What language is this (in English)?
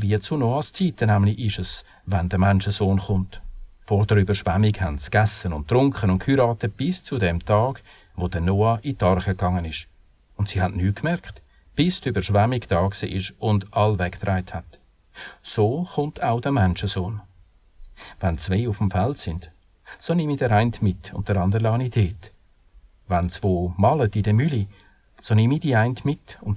Swiss German